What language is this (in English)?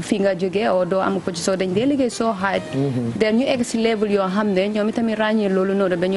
Wolof